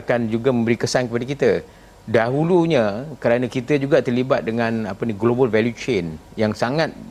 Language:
Malay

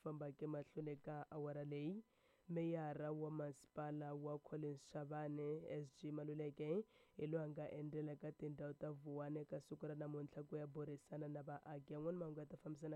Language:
Tsonga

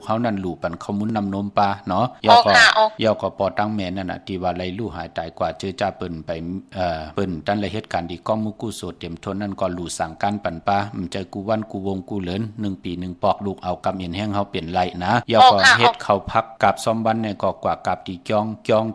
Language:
Shan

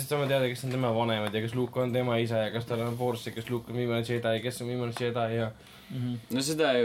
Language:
Estonian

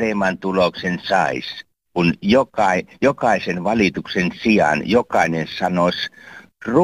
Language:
Finnish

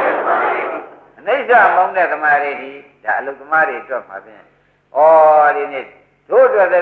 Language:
Burmese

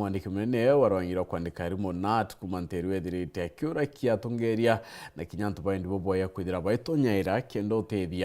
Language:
Meru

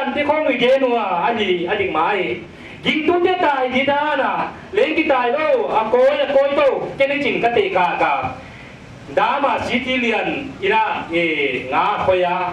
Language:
Paite Chin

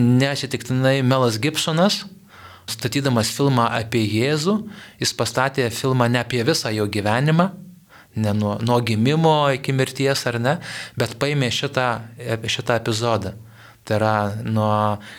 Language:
Lithuanian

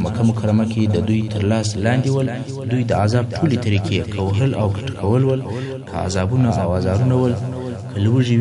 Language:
Pashto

